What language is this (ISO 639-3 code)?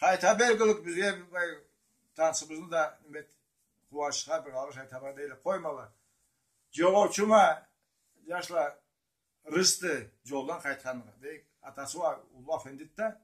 krc